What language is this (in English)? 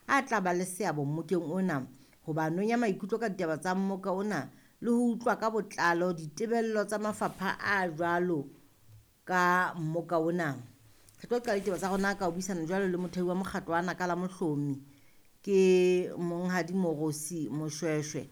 Southern Sotho